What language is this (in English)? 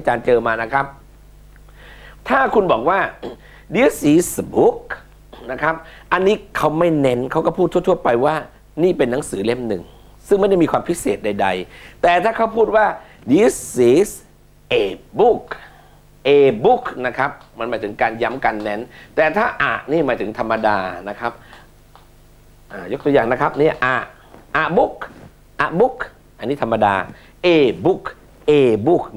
Thai